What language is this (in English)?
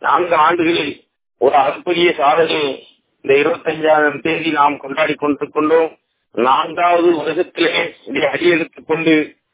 Tamil